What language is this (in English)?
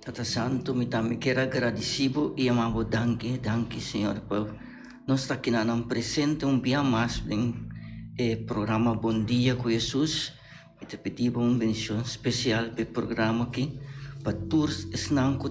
Papiamento